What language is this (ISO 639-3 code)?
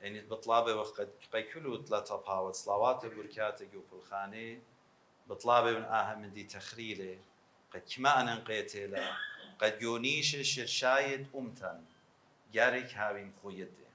aii